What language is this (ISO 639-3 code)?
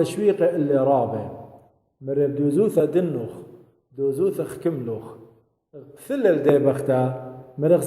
aii